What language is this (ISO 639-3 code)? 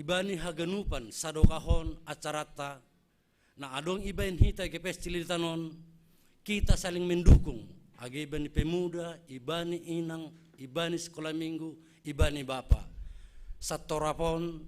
bts